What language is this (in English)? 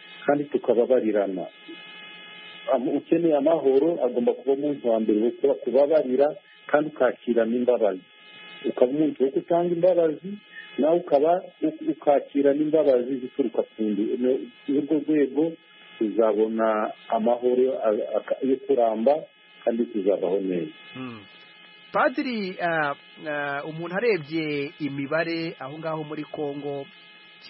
Kinyarwanda